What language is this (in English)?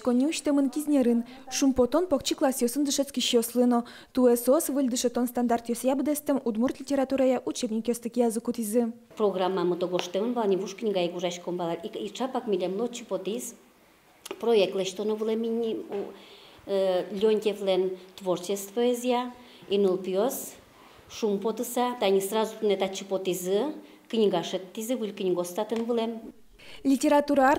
Udmurt